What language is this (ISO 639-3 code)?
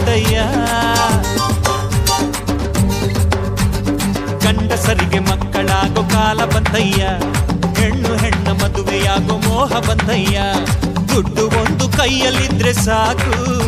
kan